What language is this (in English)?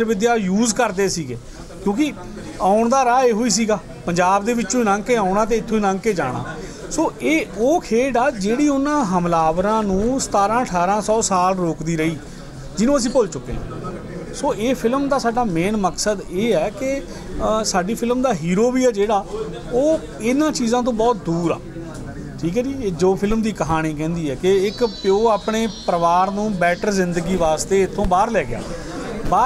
Punjabi